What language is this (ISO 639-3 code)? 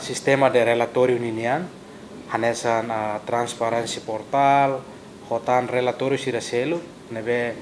tet